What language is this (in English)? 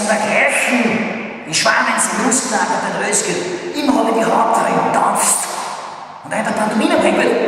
Bavarian